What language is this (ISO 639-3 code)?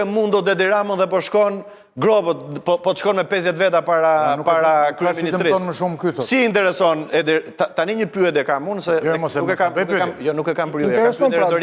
sqi